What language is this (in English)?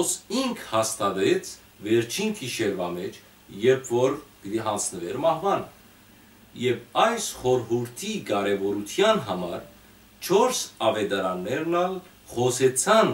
Western Armenian